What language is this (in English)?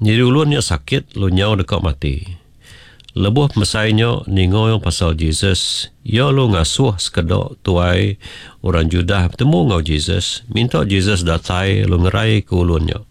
Iban